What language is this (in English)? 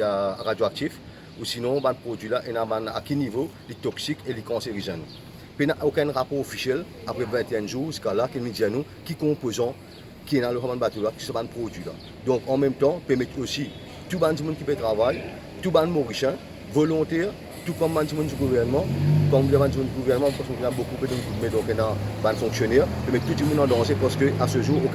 Morisyen